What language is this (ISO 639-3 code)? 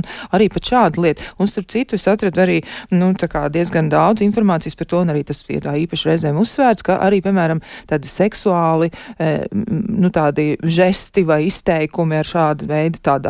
lav